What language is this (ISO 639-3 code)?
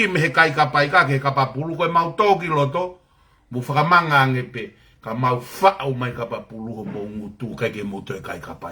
ton